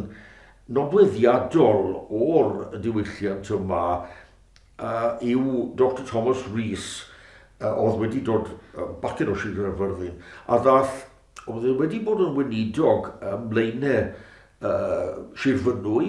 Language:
Welsh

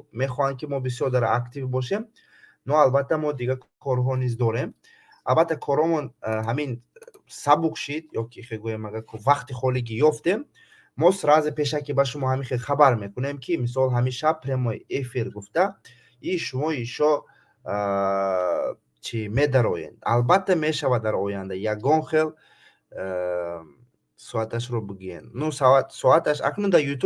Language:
Tajik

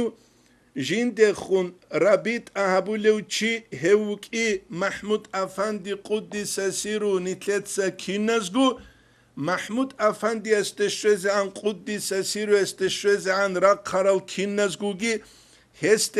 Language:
Avaric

